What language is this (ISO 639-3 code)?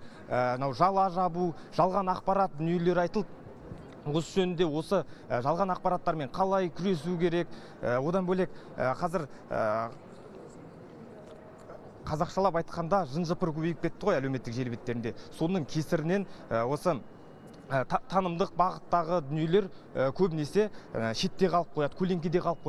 kaz